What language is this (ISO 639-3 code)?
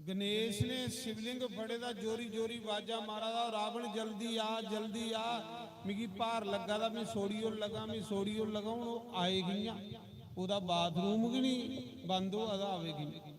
doi